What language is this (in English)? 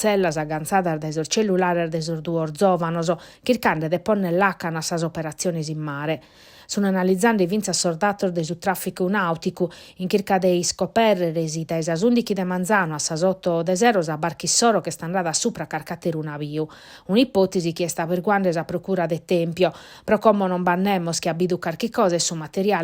Sardinian